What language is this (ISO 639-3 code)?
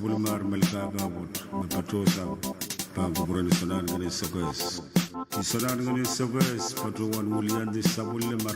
pon